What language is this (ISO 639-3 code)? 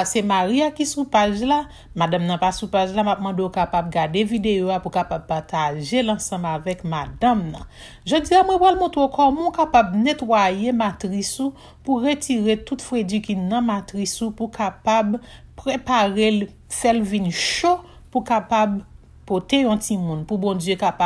hat